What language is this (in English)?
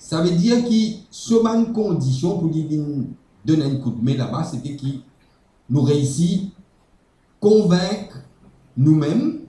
Morisyen